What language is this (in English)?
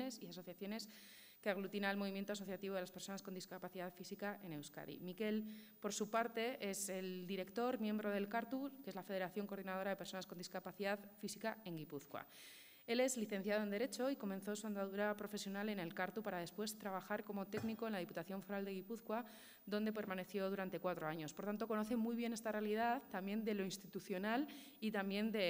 Spanish